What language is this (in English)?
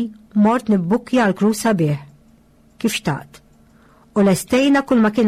Maltese